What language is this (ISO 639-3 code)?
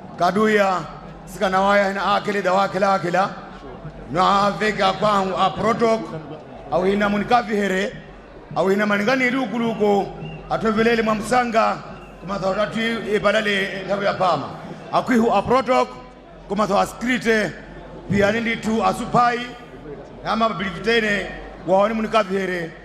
nya